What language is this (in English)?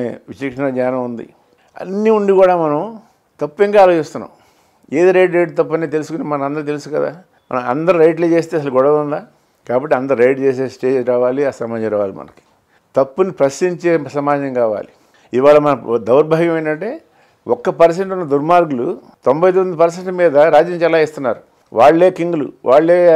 Telugu